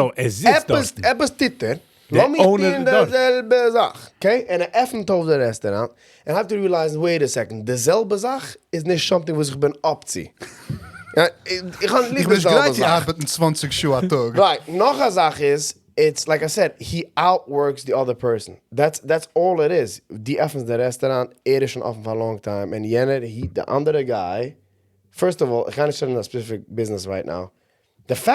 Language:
Yiddish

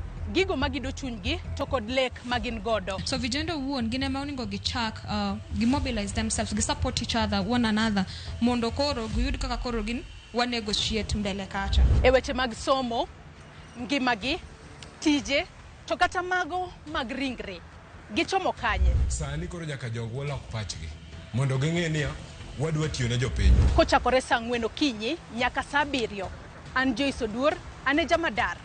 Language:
Luo (Kenya and Tanzania)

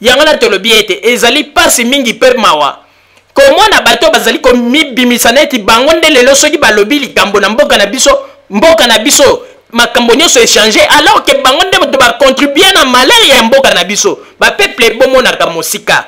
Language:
Lingala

